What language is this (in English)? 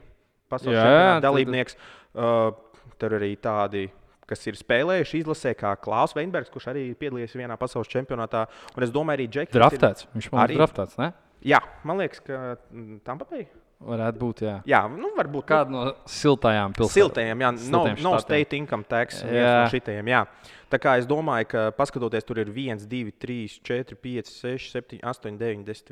Latvian